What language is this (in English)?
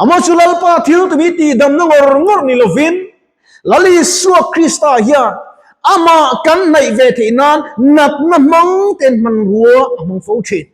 Mizo